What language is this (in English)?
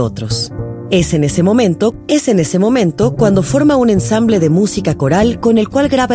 Spanish